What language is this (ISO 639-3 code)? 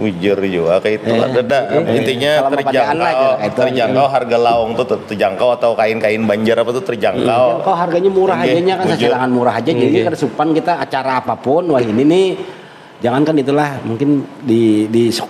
bjn